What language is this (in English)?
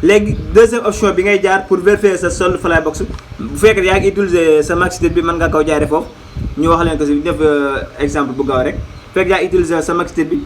Wolof